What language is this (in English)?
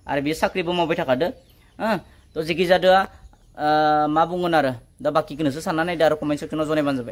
Bodo